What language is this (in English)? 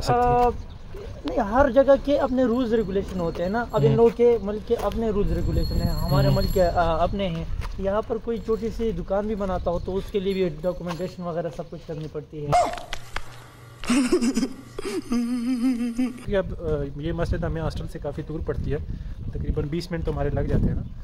Hindi